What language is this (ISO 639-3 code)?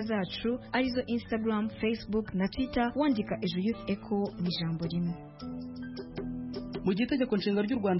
kin